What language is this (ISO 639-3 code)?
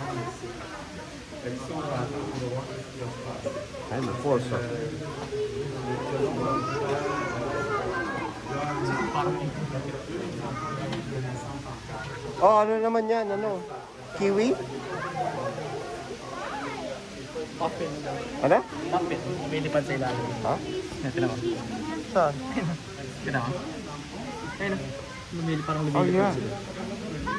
fil